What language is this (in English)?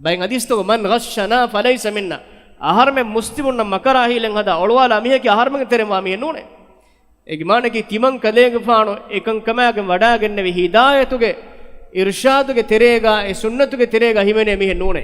Divehi